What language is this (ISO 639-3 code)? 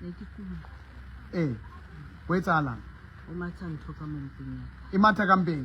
sot